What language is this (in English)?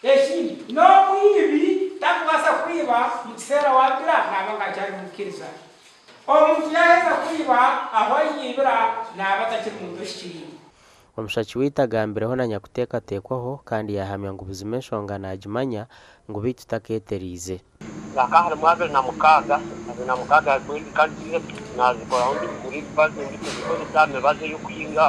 Nyankole